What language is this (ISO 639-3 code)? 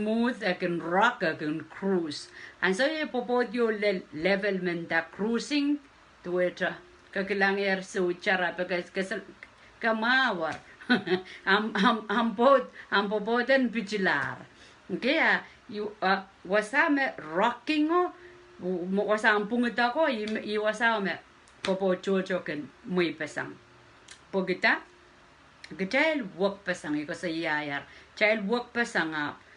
pon